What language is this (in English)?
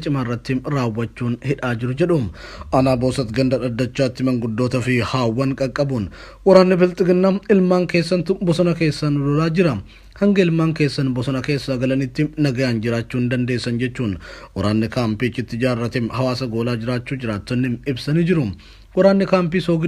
Oromo